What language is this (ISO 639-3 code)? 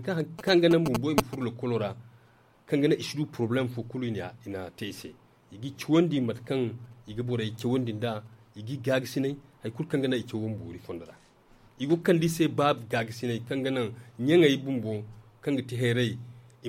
dje